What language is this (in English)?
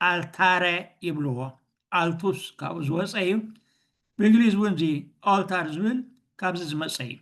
Tigrinya